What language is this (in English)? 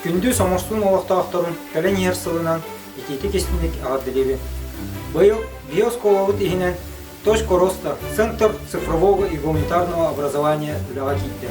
Yakut